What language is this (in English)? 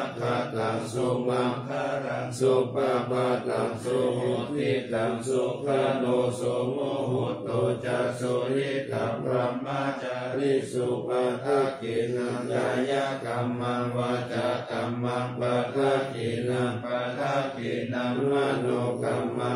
Pali